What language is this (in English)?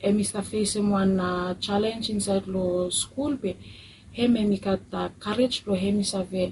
Bislama